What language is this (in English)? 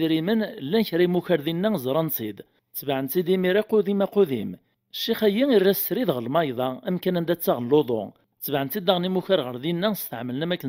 Kabyle